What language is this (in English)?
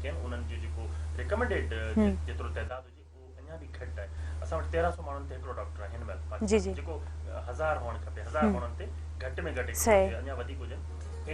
Sindhi